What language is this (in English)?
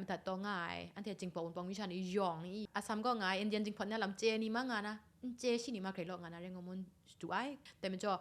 Kachin